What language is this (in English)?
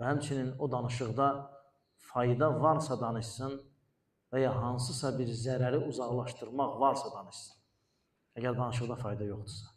Azerbaijani